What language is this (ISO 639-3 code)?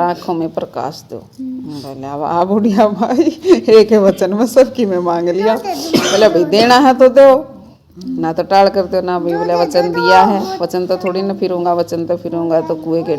bgc